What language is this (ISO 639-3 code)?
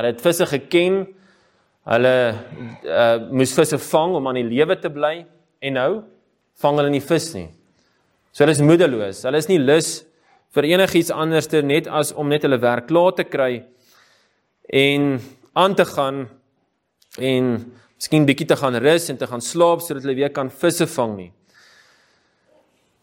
afr